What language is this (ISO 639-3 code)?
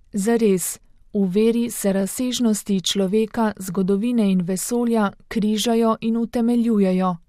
slv